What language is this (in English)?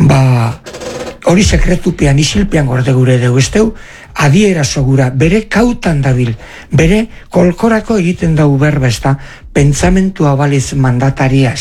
Basque